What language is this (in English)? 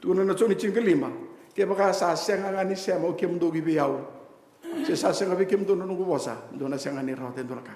Fijian